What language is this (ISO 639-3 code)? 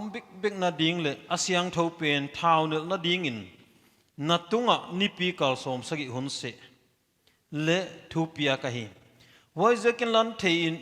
pck